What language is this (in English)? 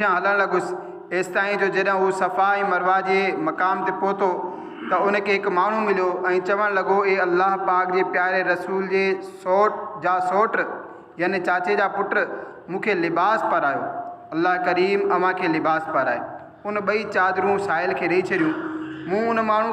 Sindhi